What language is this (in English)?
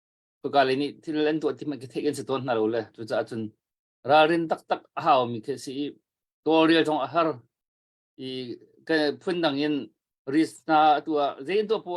Hakha Chin